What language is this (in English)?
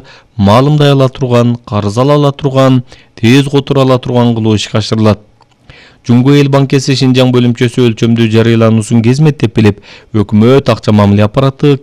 Kyrgyz